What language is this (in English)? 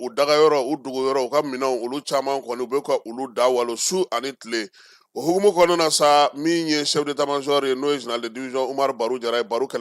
Bambara